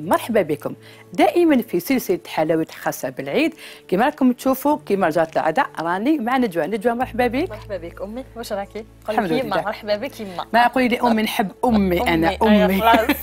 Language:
Algerian Arabic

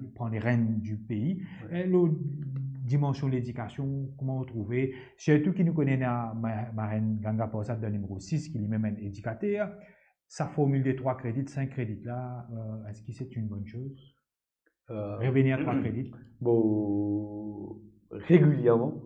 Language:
Morisyen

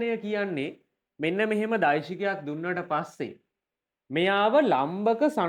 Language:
Sinhala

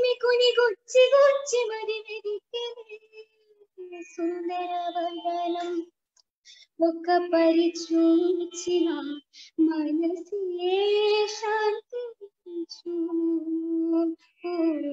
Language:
Telugu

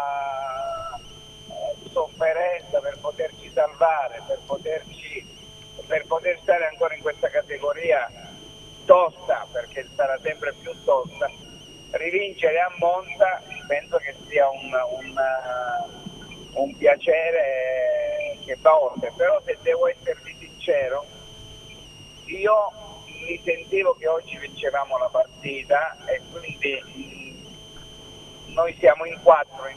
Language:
Italian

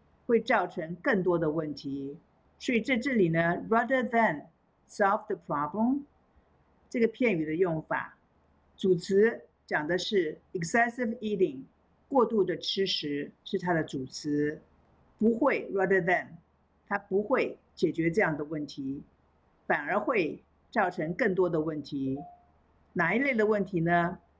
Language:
Chinese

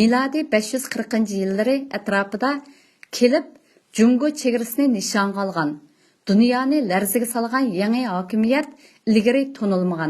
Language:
Uyghur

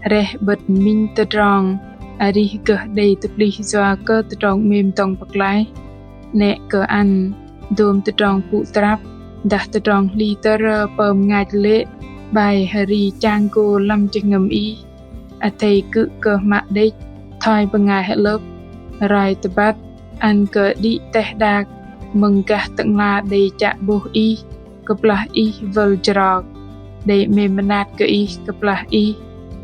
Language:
Bahnar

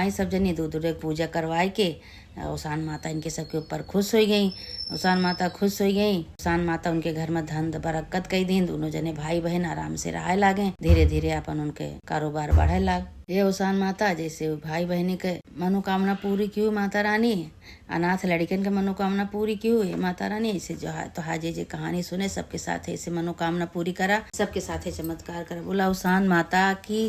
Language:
Awadhi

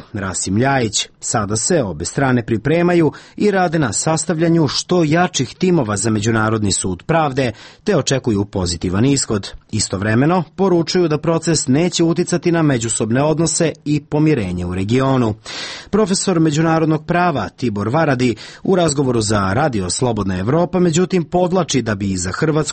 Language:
Serbian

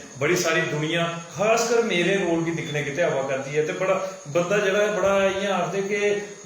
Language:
Dogri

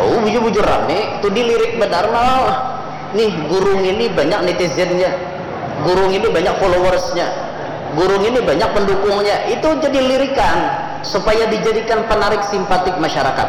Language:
Banjar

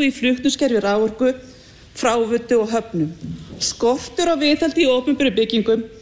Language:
Icelandic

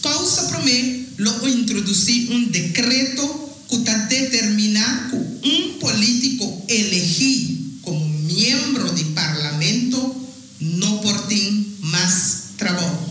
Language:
Papiamento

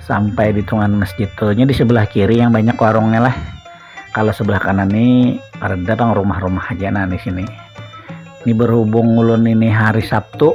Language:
Banjar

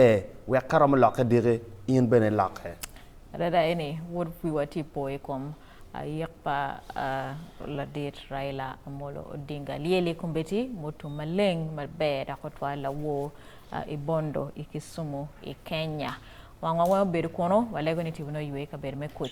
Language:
Acoli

